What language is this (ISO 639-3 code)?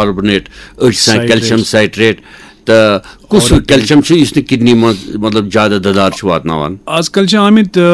kas